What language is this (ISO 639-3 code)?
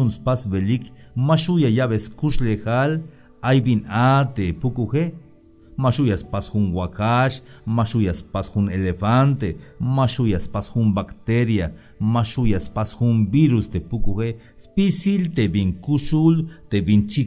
tzh